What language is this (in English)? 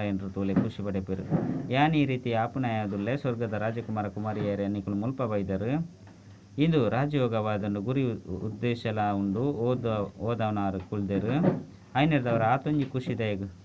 Tulu